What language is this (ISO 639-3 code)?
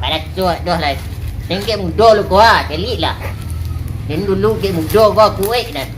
min